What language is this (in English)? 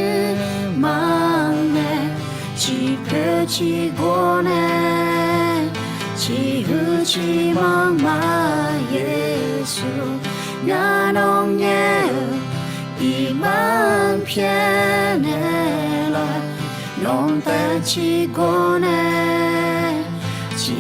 Akha